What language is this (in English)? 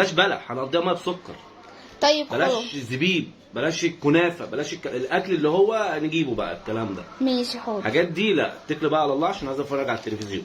Egyptian Arabic